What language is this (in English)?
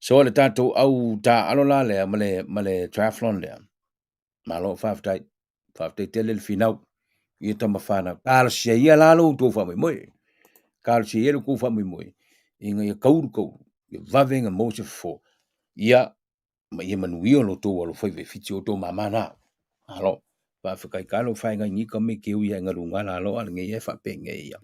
Samoan